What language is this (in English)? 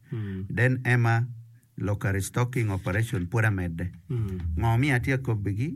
Acoli